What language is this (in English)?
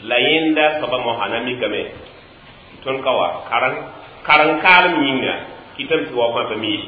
Mossi